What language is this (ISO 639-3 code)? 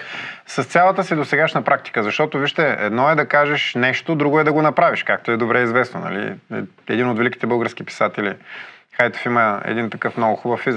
bul